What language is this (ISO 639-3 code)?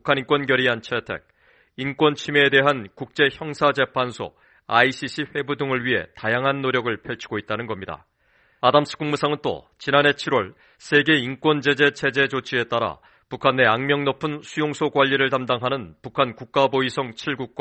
kor